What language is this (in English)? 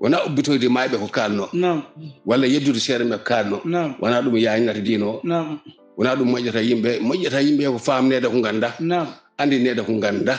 Fula